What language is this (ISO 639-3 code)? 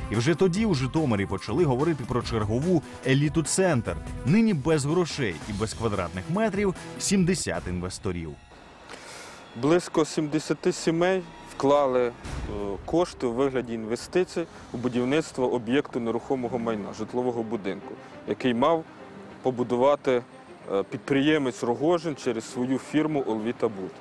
ukr